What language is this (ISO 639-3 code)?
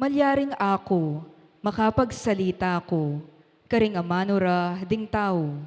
pam